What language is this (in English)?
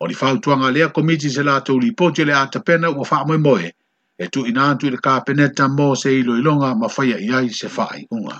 Samoan